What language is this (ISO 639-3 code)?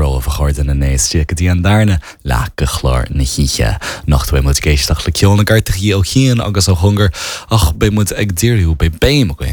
gle